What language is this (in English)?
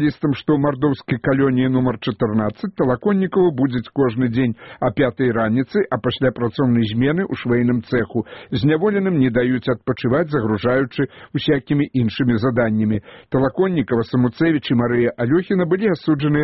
Belarusian